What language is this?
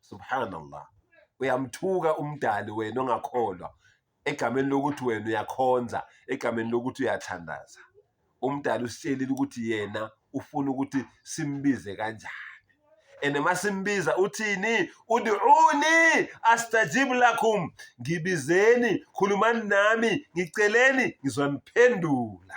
Zulu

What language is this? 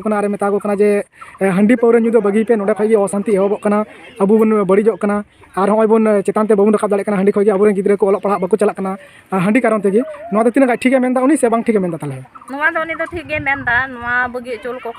Santali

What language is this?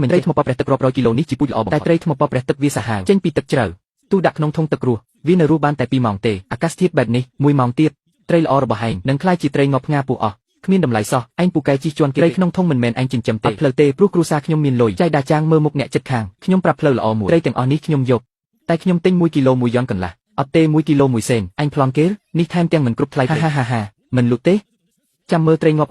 Khmer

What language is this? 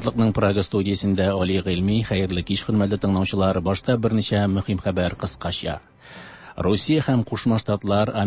Tatar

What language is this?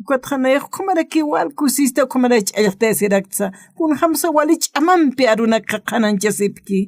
Aymara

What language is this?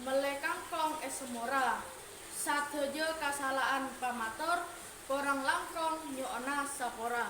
Madurese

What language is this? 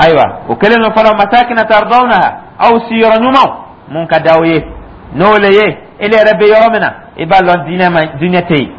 Dyula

